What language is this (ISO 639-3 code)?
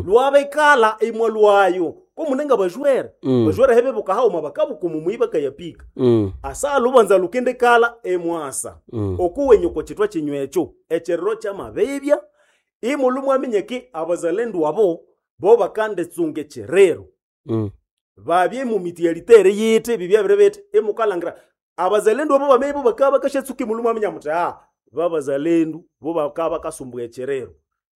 nnb